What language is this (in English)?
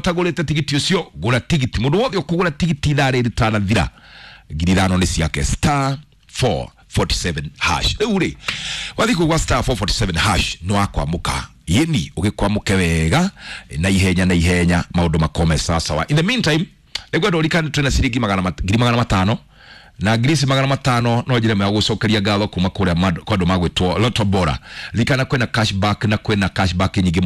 Kikuyu